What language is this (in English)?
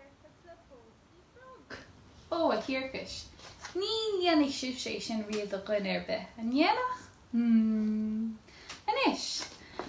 Irish